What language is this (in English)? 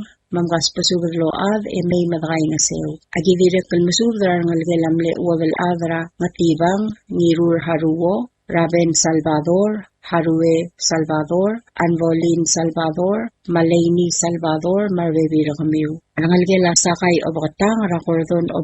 Palauan